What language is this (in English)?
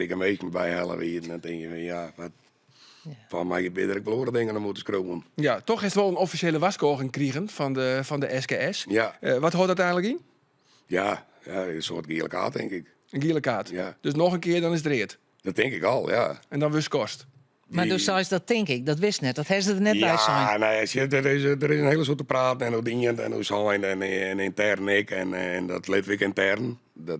Western Frisian